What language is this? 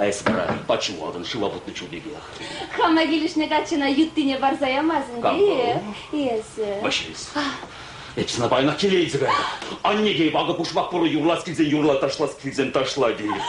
Chuvash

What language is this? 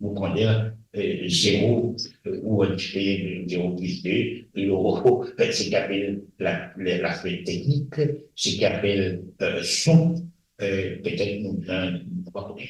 Morisyen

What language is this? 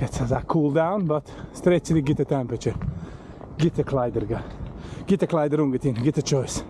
Yiddish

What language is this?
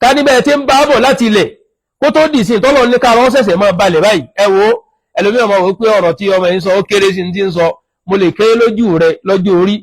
Yoruba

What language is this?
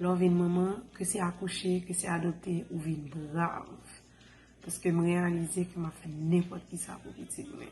Haitian Creole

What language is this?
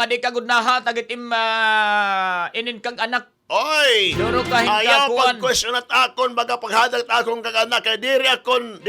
Waray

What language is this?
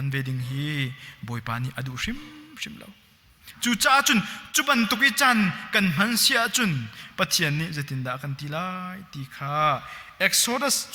Hakha Chin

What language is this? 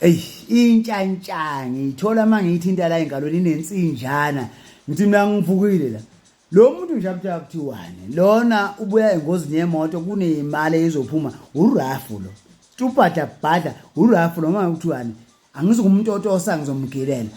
Zulu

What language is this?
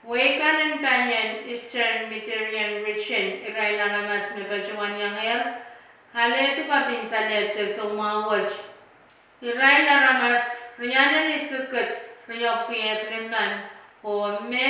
Pohnpeian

